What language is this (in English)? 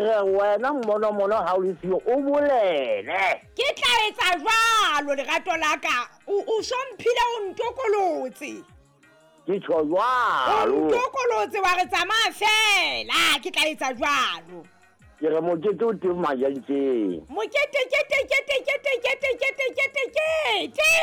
Southern Sotho